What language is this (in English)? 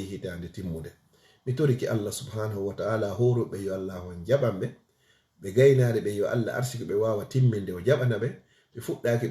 Fula